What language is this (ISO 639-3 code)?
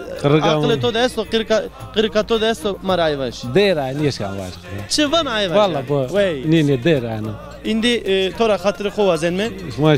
zza